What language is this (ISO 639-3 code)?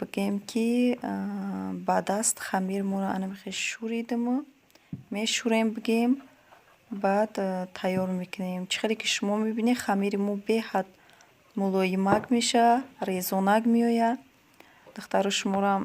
tgk